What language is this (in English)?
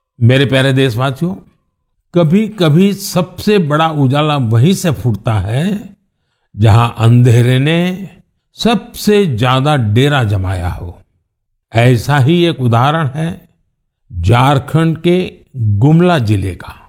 Hindi